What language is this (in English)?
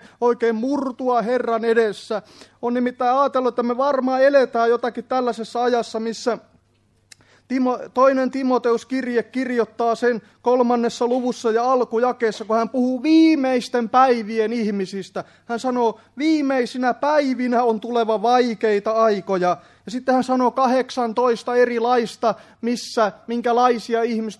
Finnish